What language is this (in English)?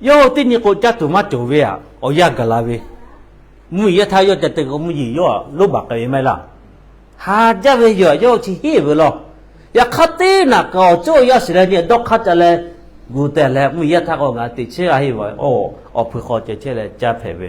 Lahu